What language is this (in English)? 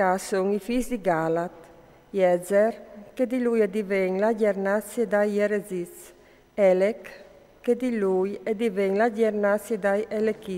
Friulian